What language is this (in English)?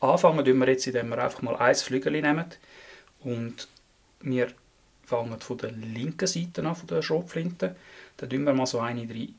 Swiss German